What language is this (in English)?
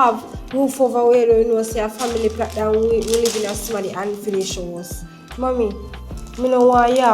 Jamaican Creole English